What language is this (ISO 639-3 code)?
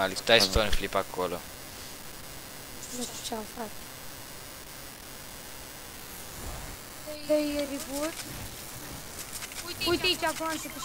ron